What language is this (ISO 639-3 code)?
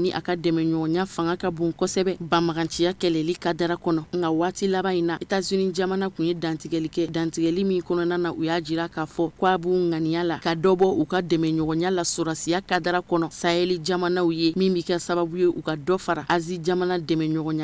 bam